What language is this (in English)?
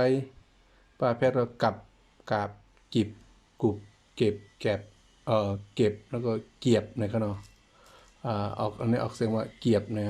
Shan